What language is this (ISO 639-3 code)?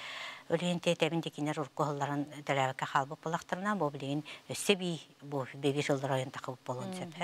sah